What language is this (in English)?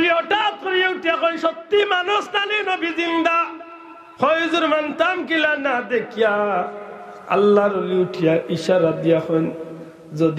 Sylheti